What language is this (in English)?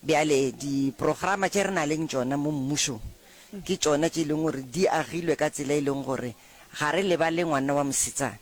Northern Sotho